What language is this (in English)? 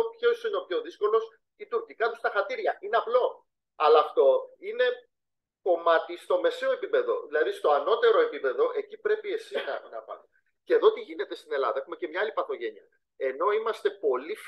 Greek